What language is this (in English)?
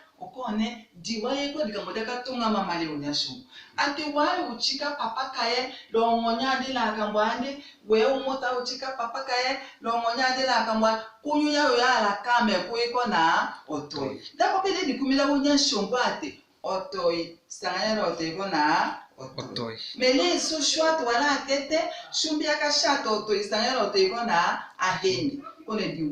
Tetela